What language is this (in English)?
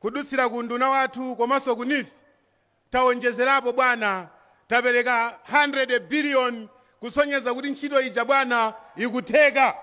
Nyanja